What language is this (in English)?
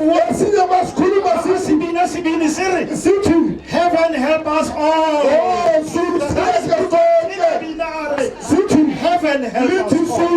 Southern Sotho